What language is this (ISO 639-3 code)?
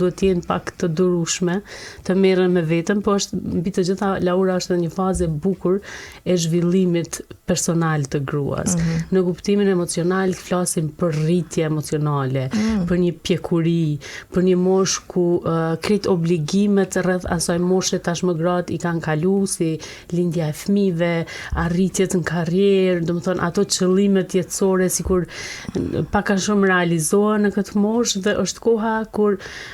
sqi